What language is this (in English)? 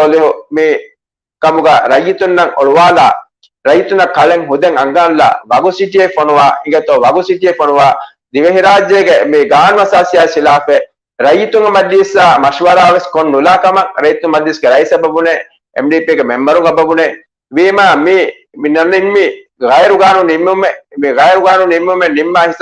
Divehi